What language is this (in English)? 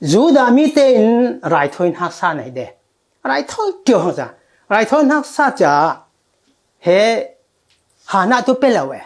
Falam Chin